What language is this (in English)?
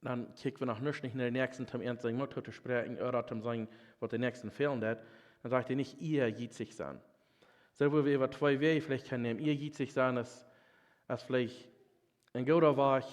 Plautdietsch